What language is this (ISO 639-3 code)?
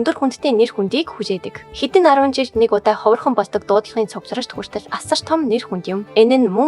mon